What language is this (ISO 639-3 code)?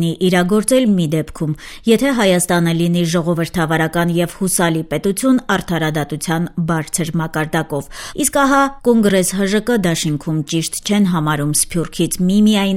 hye